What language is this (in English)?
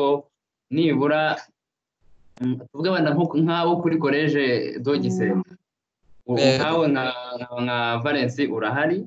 Kinyarwanda